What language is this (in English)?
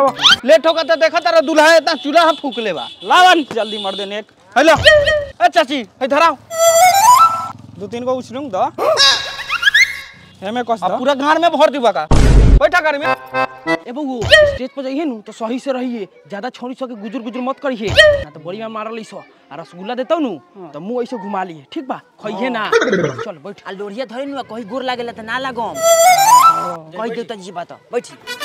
Bhojpuri